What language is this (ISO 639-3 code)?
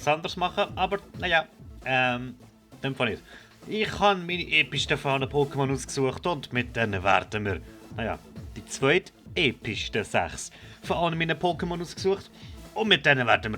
gsw